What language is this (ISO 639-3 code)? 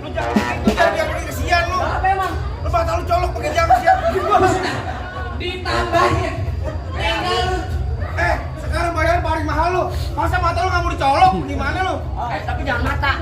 bew